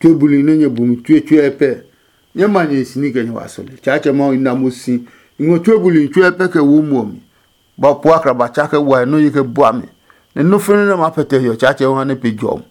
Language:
Adangme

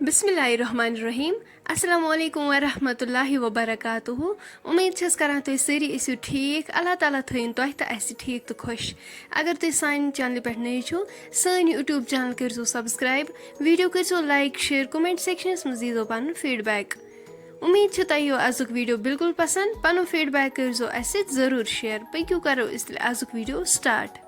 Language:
Kashmiri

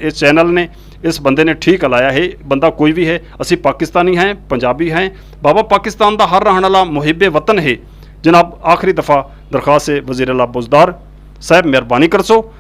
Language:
Saraiki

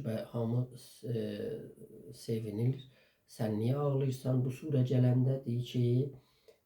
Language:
South Azerbaijani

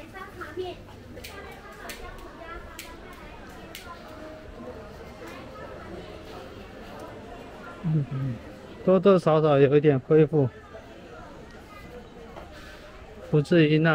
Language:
Chinese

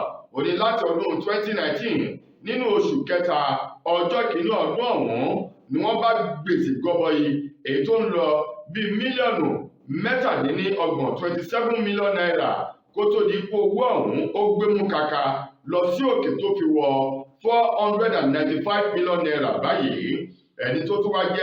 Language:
Yoruba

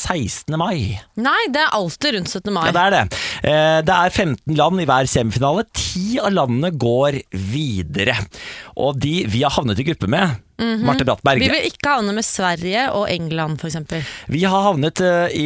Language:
Norwegian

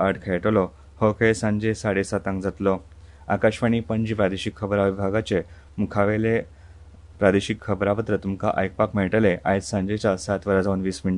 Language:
Konkani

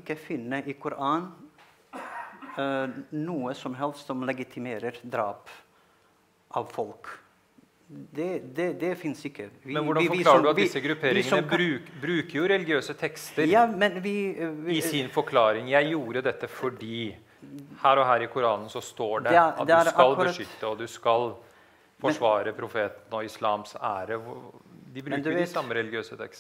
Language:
Norwegian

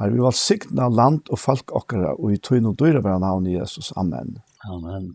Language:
Faroese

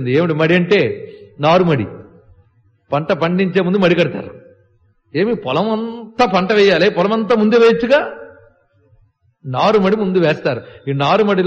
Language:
Telugu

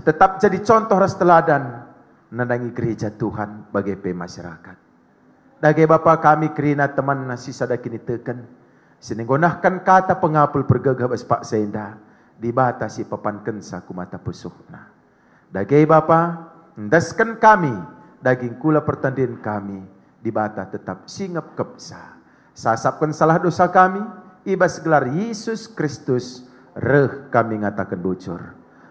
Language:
Batak Karo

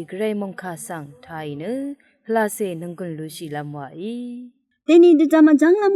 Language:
Rawang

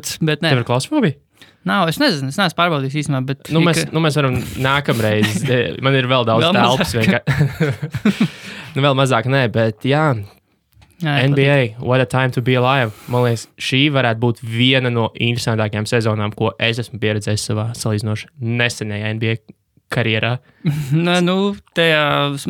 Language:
Latvian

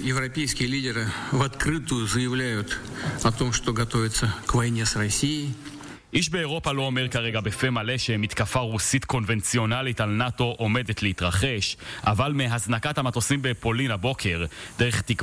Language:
Hebrew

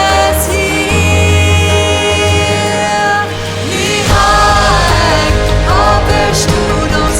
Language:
Plautdietsch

